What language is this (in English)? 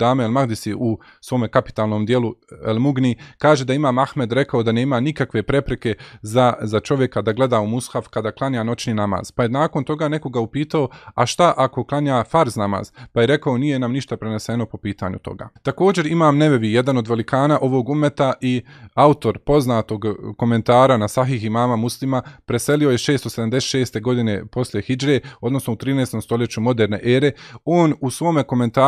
Bosnian